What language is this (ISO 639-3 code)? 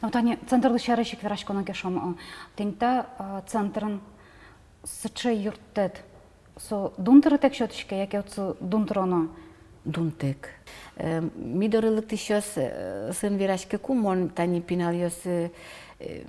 udm